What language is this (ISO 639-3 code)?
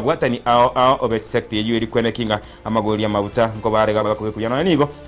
guz